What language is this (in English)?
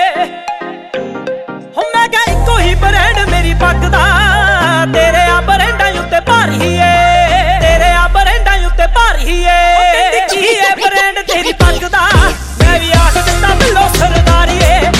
Punjabi